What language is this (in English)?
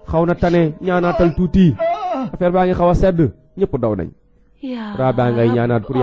Wolof